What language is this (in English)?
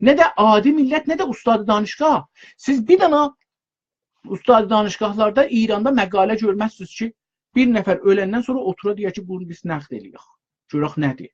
South Azerbaijani